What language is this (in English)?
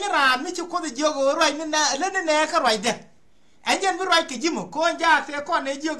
Nuer